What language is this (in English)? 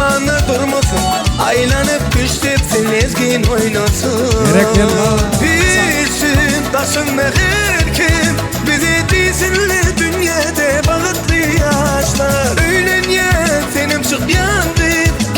Turkmen